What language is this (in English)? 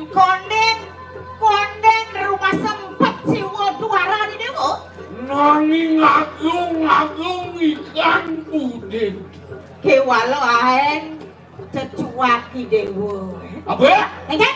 Balinese